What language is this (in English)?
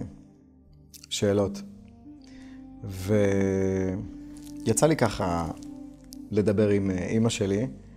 Hebrew